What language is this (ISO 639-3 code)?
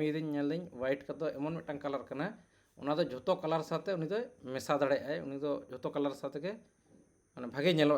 sat